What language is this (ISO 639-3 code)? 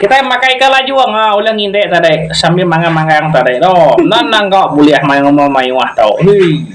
iba